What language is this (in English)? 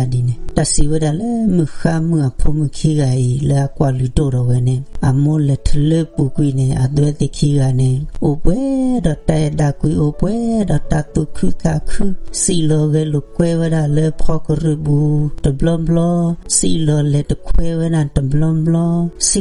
S'gaw Karen